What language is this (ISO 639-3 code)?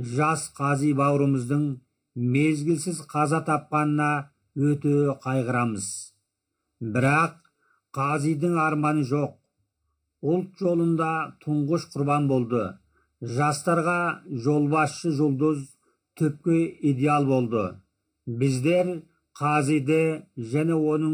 kaz